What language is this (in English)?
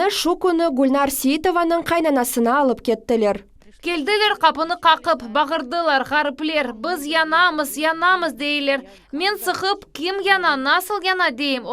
Crimean Tatar